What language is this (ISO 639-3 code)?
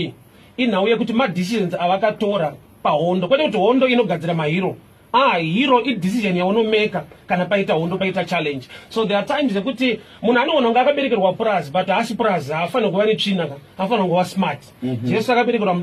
sna